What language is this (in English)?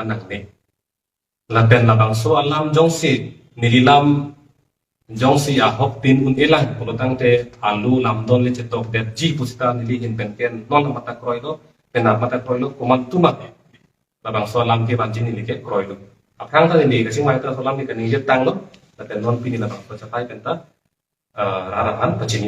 Karbi